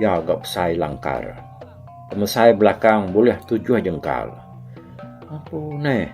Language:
Iban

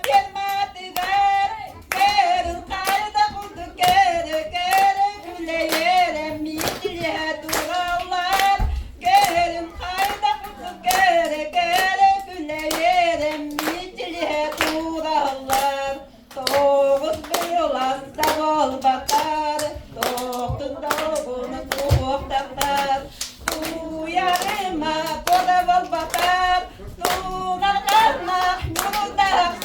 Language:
Yakut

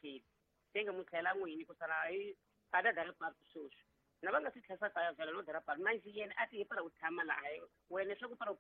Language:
Tsonga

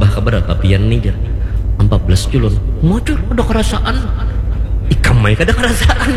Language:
Banjar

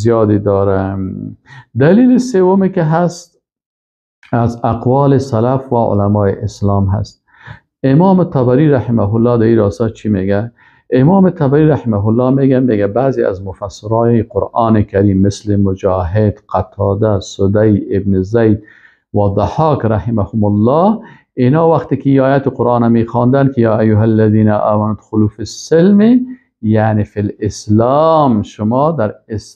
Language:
Persian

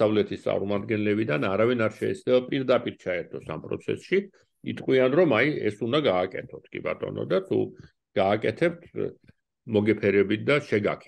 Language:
Georgian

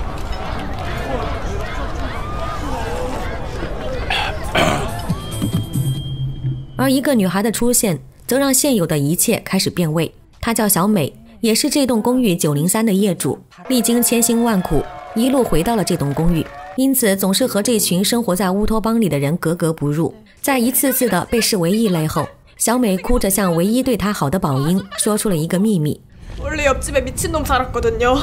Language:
Chinese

